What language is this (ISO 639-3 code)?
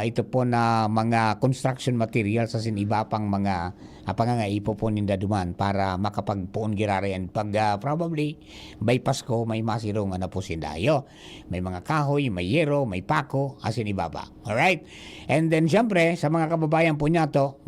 bik